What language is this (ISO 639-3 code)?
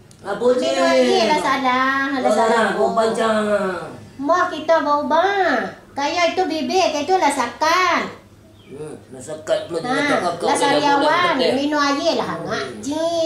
min